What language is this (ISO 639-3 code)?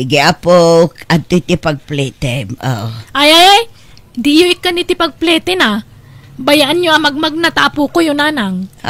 ilo